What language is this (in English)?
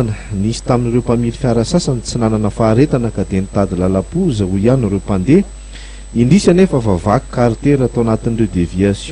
Malagasy